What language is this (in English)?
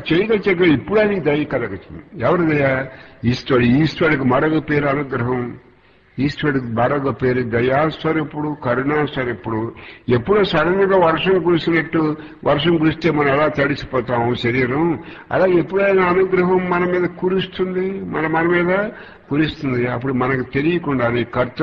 Telugu